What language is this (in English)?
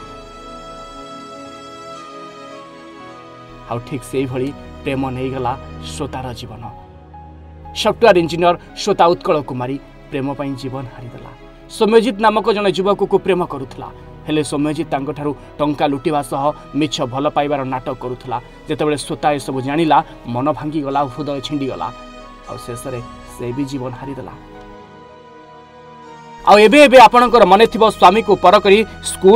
Odia